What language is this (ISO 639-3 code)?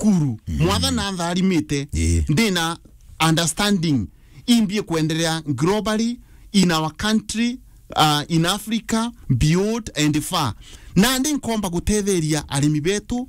mer